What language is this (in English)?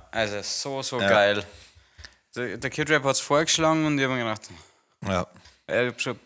Bavarian